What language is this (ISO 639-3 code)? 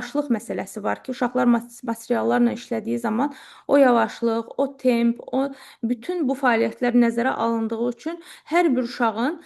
aze